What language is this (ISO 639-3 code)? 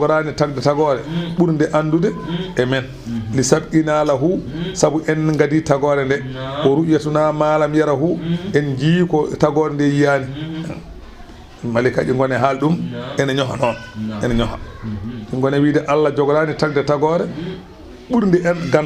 ful